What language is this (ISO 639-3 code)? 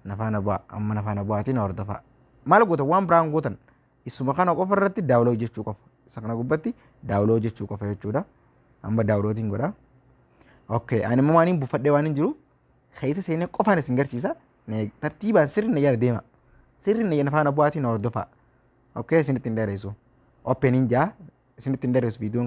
orm